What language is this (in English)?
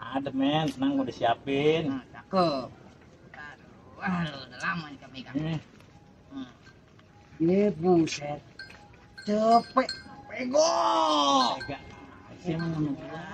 Betawi